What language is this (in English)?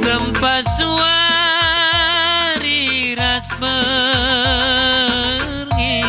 Batak Karo